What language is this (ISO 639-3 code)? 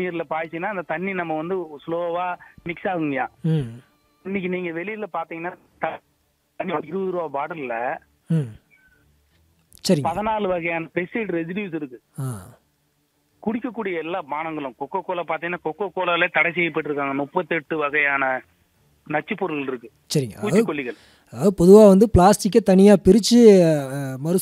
tam